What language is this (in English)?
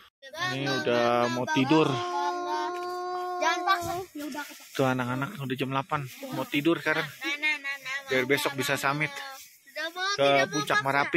Indonesian